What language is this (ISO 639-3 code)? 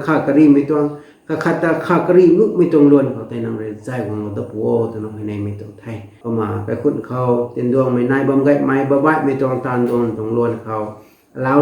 nbu